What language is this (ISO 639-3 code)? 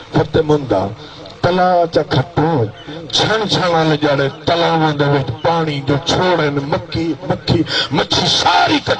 skr